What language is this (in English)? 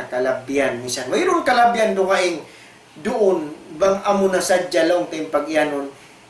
Tausug